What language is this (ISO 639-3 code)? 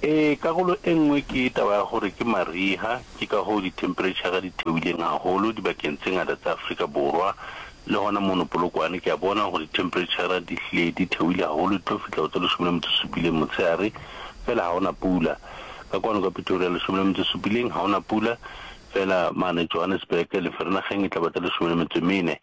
nso